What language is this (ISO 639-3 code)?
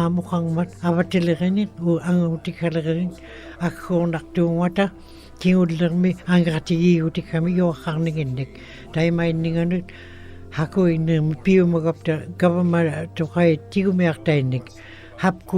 ikt